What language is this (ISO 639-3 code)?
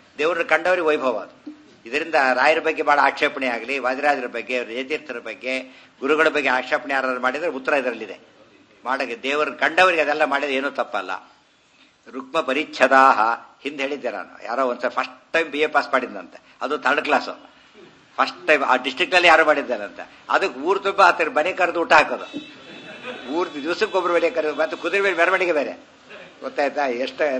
kan